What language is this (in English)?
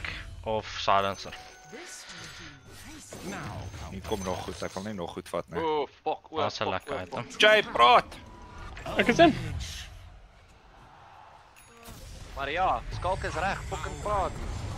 Afrikaans